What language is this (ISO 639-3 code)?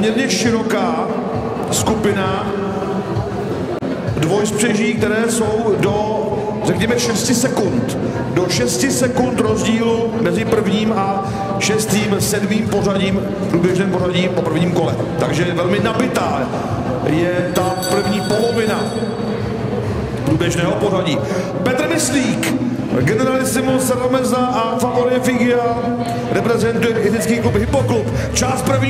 ces